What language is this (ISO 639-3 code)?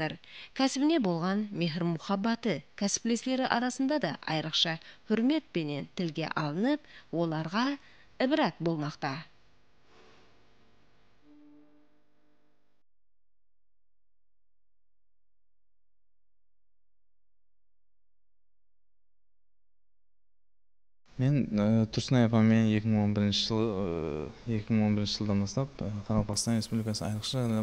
kaa